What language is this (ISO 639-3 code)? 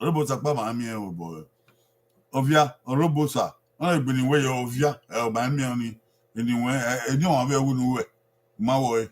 bin